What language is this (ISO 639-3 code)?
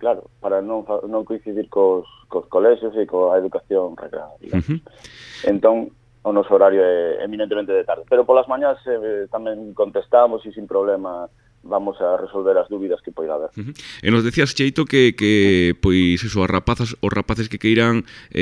glg